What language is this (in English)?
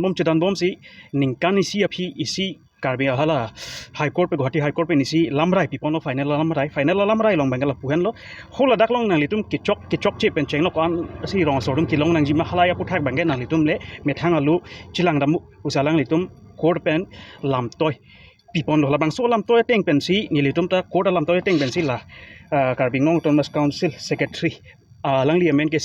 Karbi